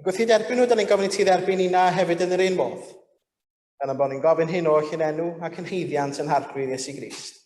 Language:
Welsh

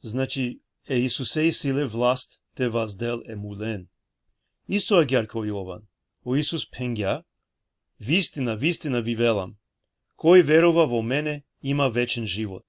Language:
Balkan Romani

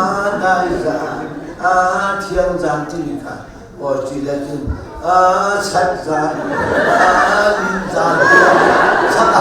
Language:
Hakha Chin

